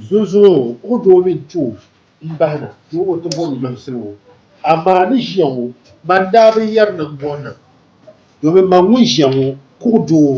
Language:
Dagbani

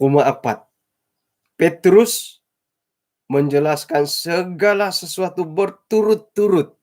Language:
Central Dusun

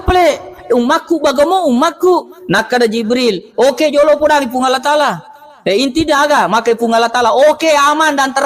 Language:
Buginese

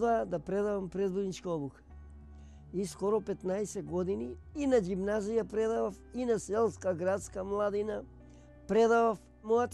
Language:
Macedonian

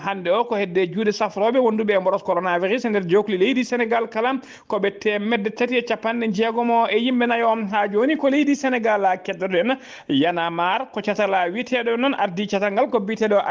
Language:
Fula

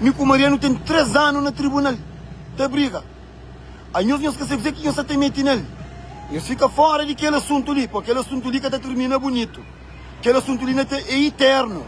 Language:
Kabuverdianu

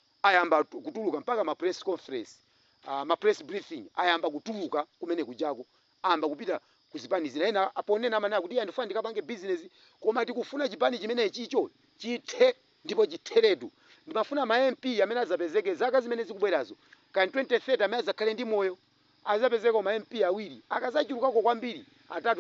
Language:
Nyanja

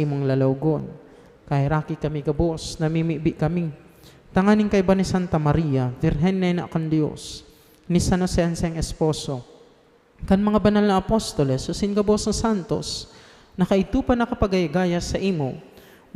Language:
Bikol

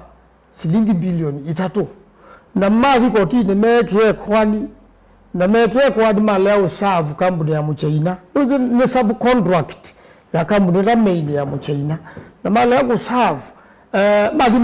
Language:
Kamba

